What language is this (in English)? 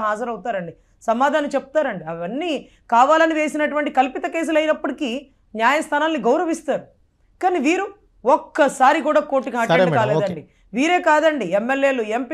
Telugu